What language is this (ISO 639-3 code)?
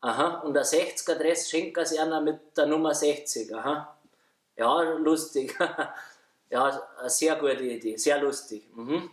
bar